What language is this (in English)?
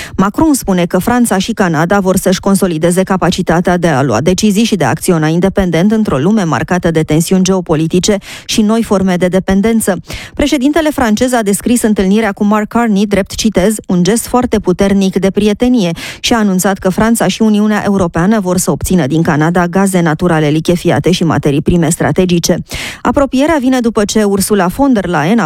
Romanian